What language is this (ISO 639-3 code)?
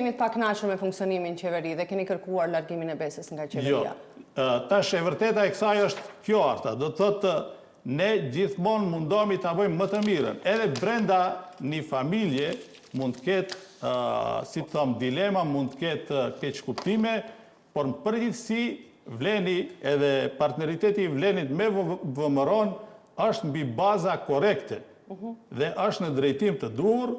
sqi